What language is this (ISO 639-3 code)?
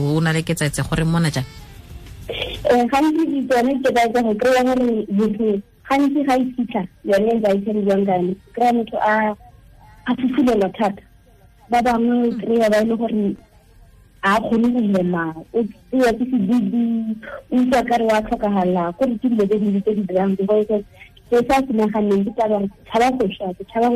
tsn